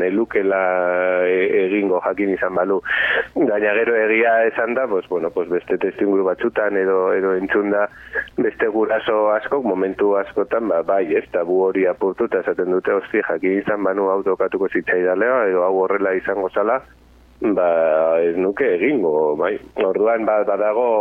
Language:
Basque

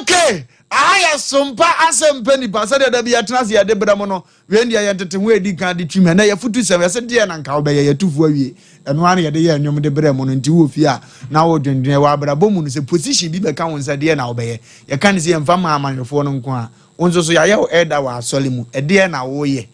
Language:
Akan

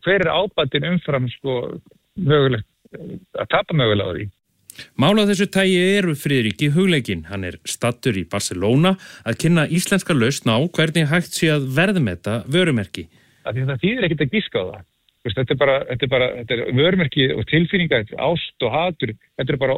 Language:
Icelandic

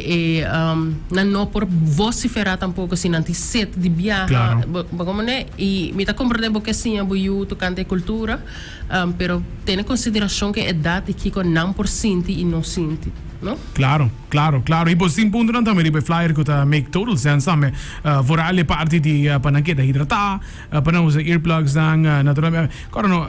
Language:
Papiamento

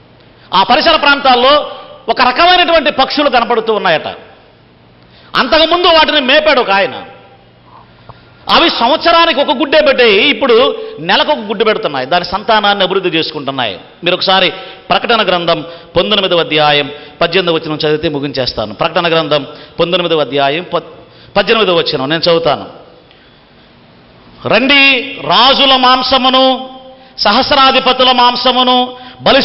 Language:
Telugu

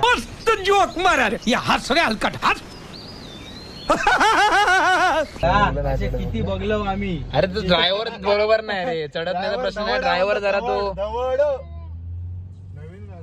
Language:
Marathi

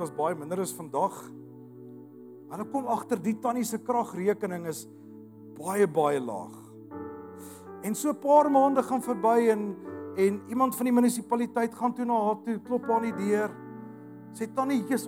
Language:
Afrikaans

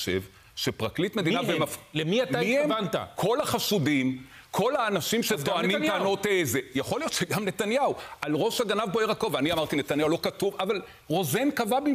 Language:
Hebrew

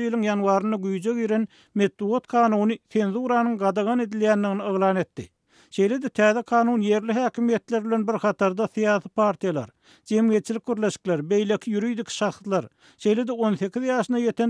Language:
Turkmen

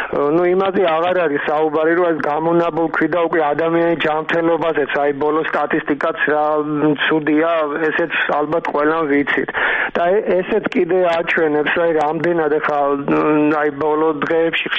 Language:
Georgian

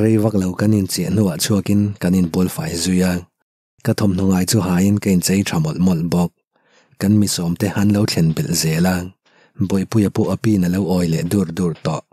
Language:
Mizo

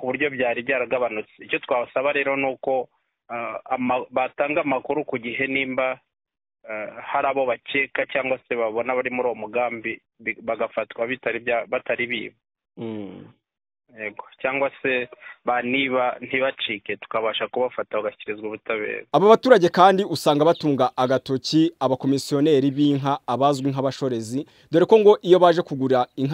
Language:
Kinyarwanda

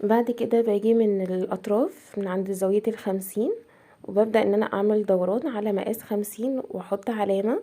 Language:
Egyptian Arabic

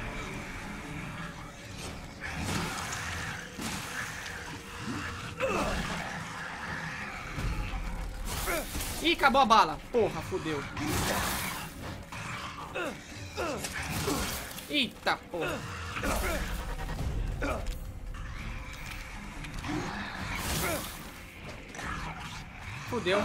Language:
Portuguese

